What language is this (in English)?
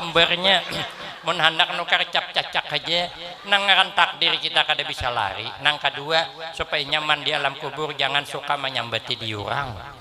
Banjar